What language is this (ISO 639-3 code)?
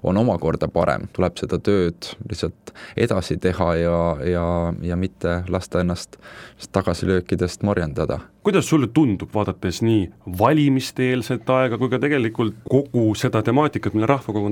est